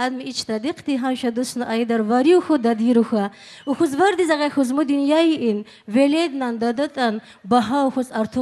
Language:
Tabassaran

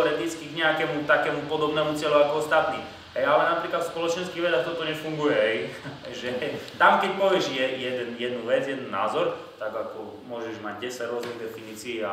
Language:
Slovak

